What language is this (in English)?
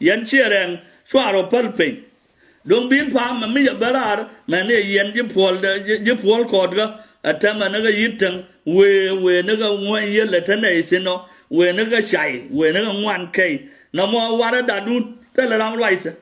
Nuer